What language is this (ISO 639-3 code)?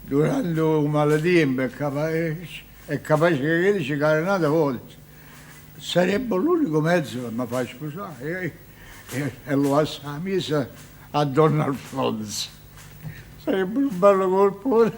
nap